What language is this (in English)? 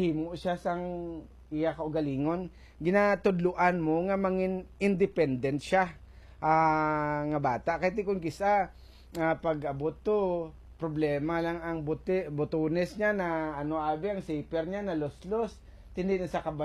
Hiligaynon